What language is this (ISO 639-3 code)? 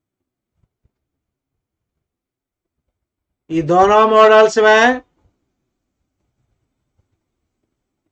hin